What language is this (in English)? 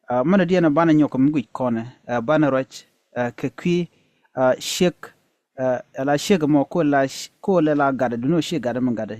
Nuer